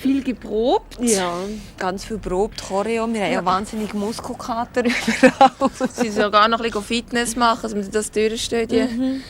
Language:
Swiss German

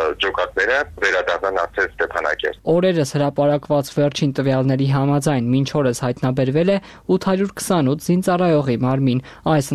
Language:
Armenian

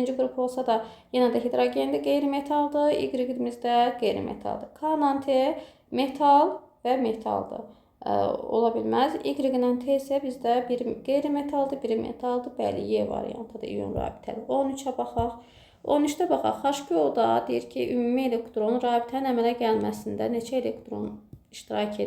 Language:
Azerbaijani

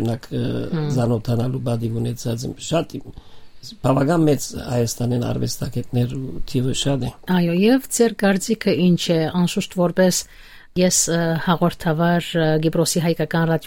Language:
Western Armenian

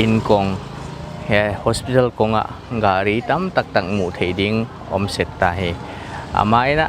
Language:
Paite Chin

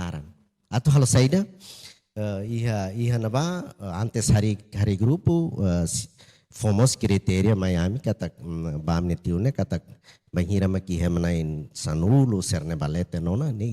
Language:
Tetum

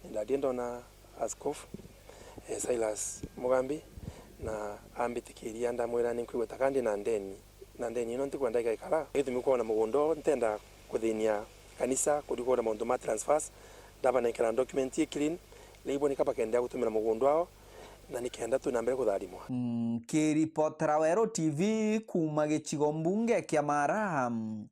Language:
Meru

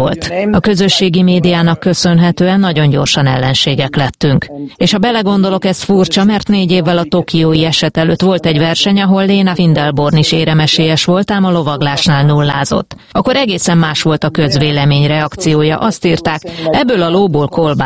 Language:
Hungarian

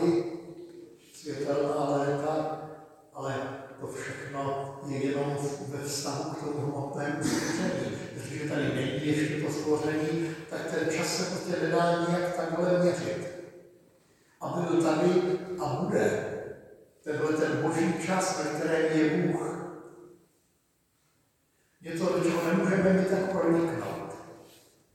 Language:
Czech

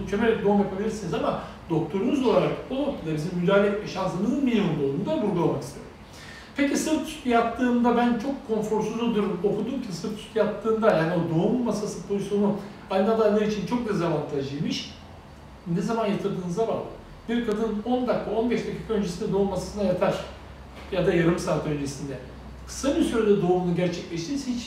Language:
Turkish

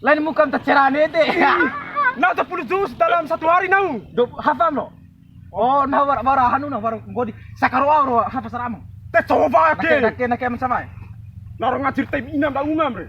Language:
Bima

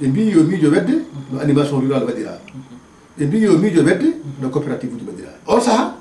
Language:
Fula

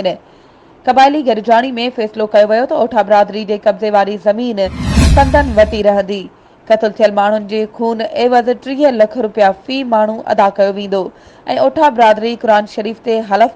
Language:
Sindhi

